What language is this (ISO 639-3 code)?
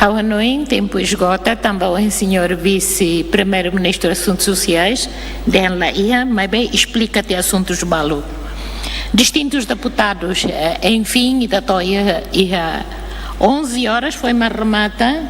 tet